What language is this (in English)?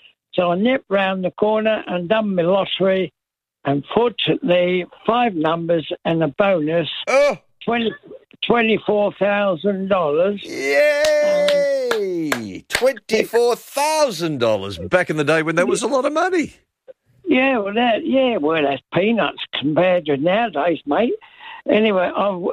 English